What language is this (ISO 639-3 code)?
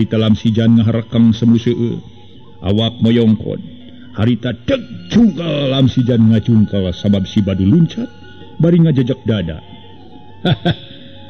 sun